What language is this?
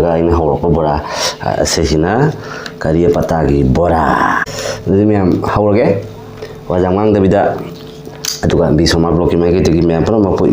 Manipuri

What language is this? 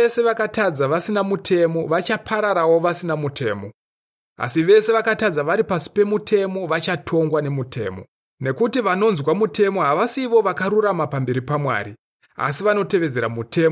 Shona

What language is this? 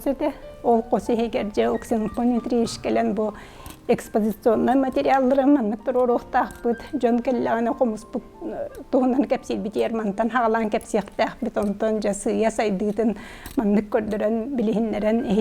Yakut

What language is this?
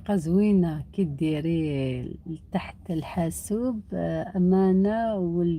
Algerian Arabic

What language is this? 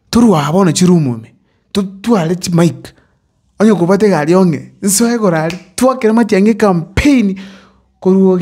Gusii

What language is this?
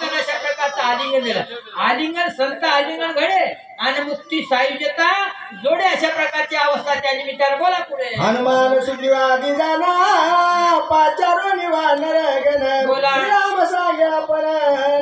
Marathi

